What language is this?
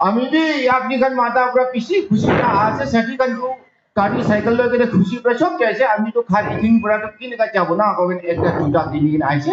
Naga Pidgin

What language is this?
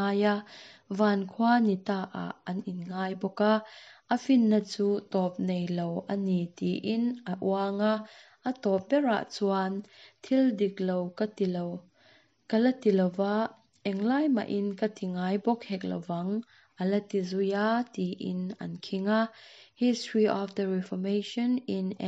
Mizo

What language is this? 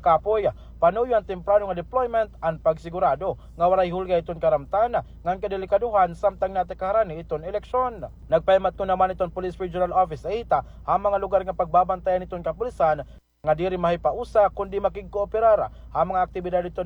Waray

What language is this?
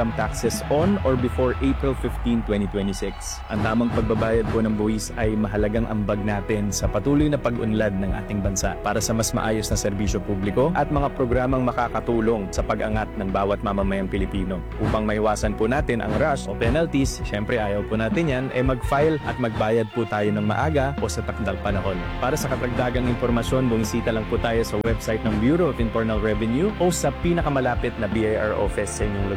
Filipino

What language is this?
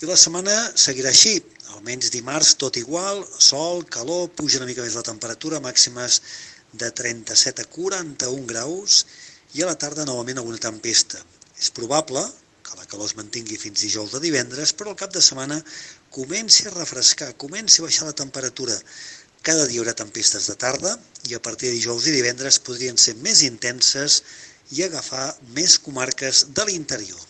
Catalan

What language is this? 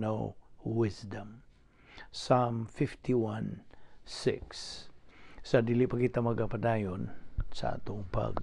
Cebuano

